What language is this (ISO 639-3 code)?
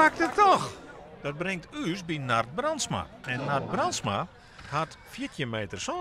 fry